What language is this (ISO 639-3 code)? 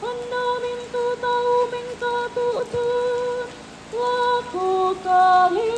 sda